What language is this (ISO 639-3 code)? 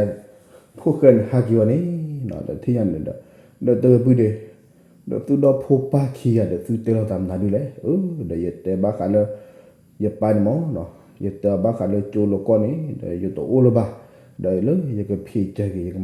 ksw